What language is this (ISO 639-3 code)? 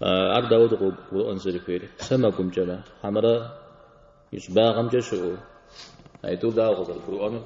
kbd